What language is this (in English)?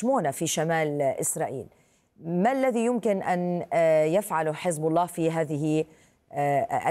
Arabic